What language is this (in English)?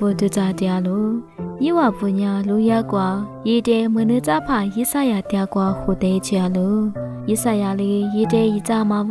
Lisu